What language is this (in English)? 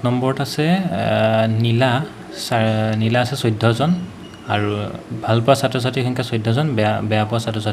Assamese